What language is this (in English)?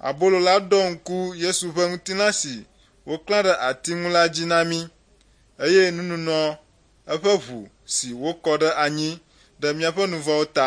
Ewe